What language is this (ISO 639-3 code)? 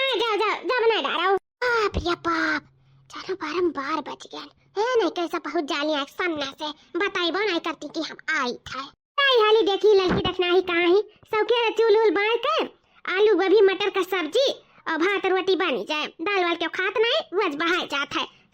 awa